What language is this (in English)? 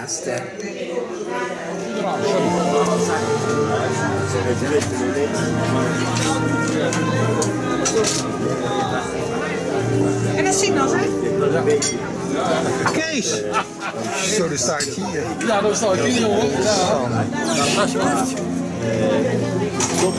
Dutch